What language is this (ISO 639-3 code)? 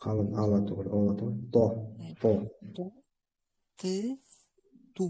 bak